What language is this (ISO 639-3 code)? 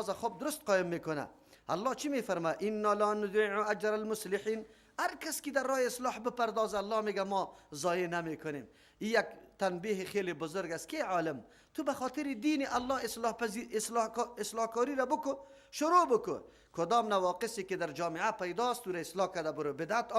fas